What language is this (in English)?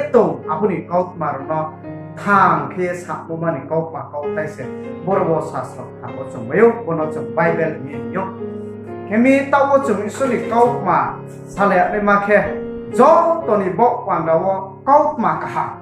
Riang (India)